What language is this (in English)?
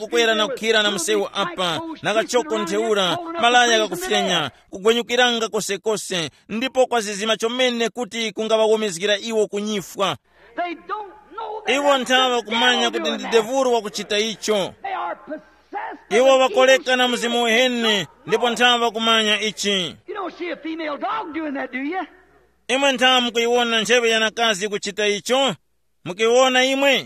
Tumbuka